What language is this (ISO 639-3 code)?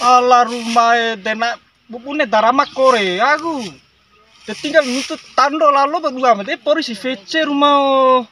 bhp